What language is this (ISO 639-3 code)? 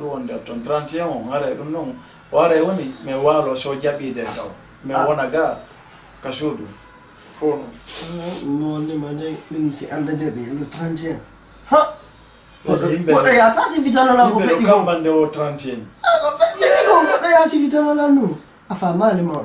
ful